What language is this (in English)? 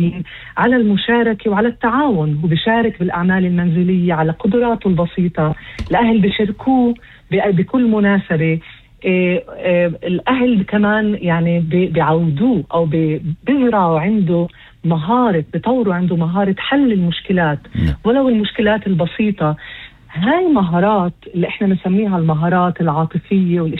North Levantine Arabic